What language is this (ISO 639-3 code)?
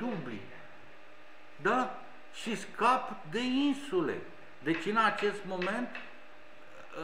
ron